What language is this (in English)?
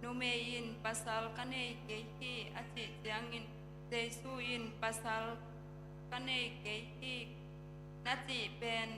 Tedim Chin